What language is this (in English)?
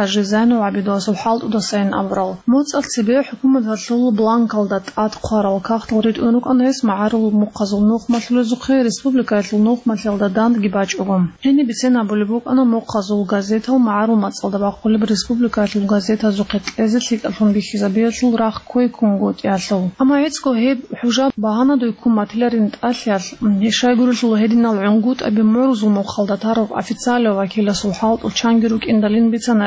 Avaric